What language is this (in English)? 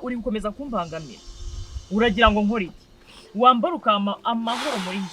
Kinyarwanda